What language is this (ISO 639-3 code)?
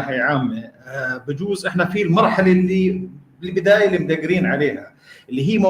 apc